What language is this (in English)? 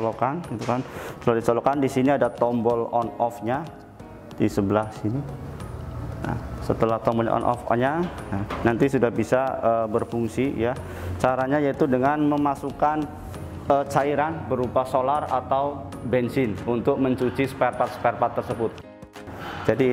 Indonesian